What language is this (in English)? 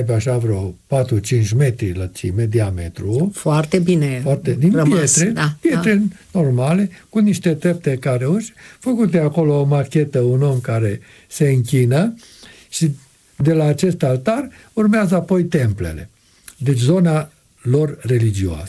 Romanian